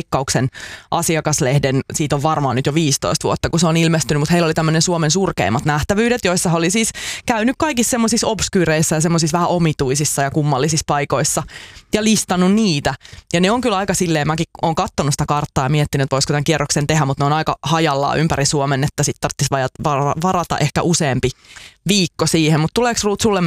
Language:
Finnish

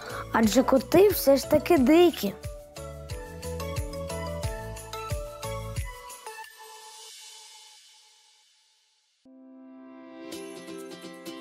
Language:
Ukrainian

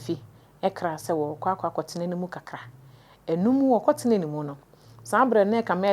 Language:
Akan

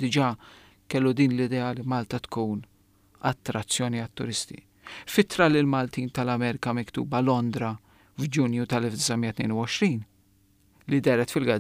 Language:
Maltese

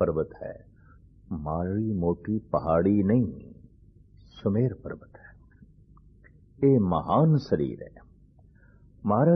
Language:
Punjabi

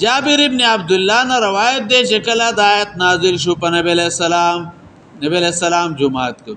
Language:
Pashto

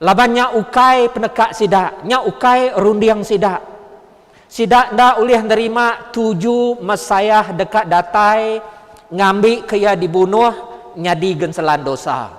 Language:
Iban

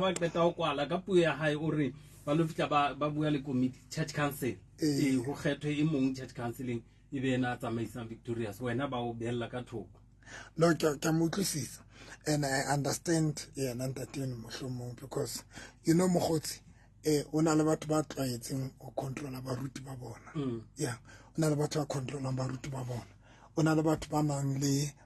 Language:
Southern Sotho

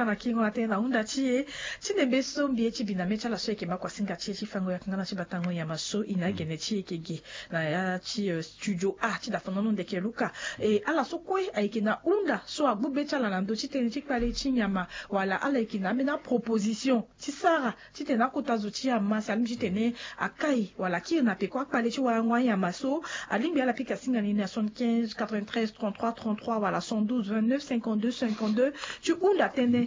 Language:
Sango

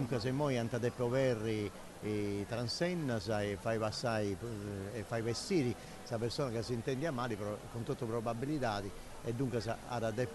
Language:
Sardinian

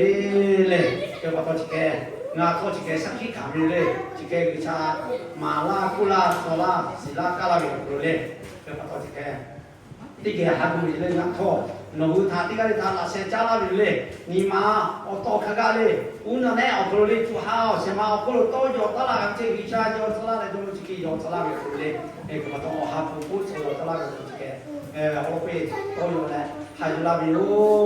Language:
Lahu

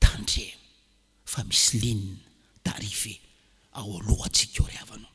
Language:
Malagasy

